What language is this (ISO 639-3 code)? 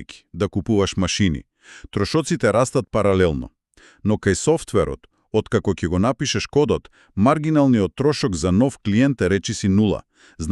mkd